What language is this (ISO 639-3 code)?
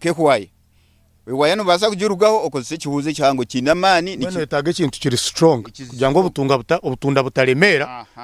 nyn